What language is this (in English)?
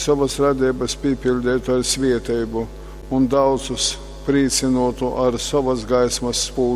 Latgalian